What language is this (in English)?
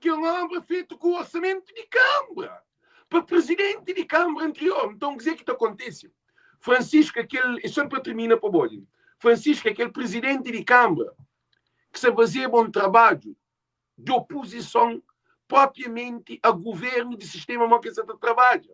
Kabuverdianu